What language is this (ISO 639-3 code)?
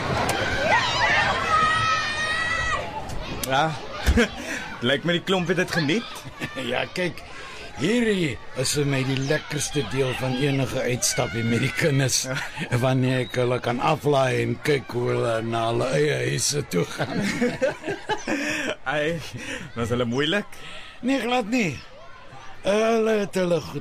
afr